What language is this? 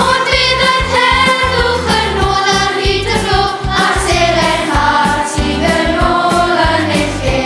Welsh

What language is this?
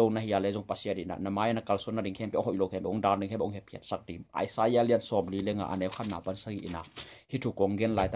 Tedim Chin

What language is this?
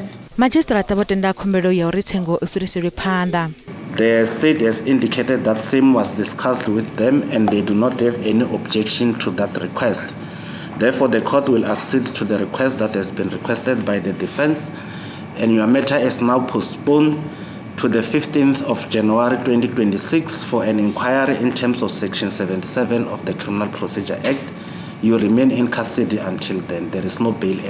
Venda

